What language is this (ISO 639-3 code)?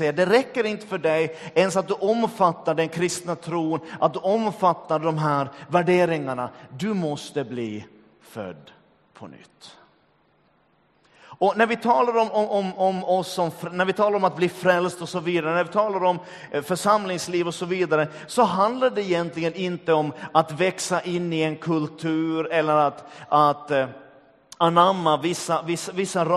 swe